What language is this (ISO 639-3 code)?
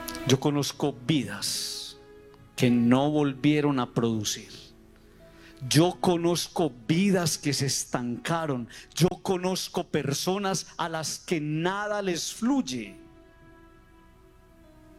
spa